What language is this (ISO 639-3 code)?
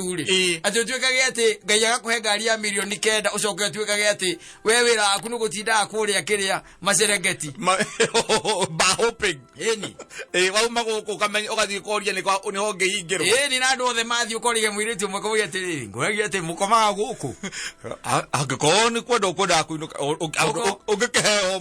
kik